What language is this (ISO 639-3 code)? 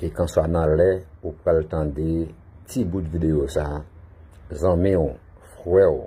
hat